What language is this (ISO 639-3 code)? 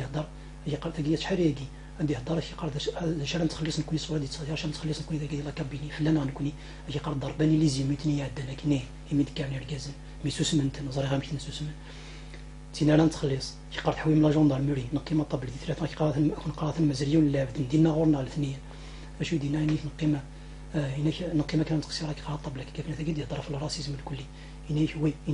kab